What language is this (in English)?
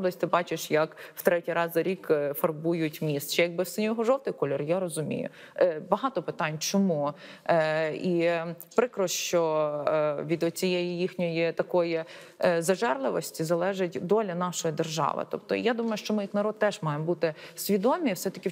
Ukrainian